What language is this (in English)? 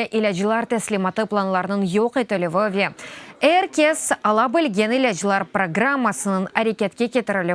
Crimean Tatar